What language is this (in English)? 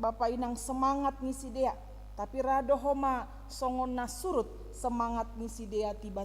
Batak Simalungun